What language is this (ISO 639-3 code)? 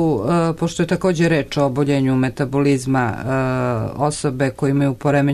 srp